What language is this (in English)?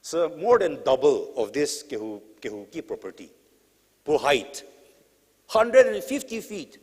Angami Naga